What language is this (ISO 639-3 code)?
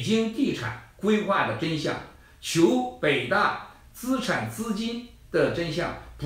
zho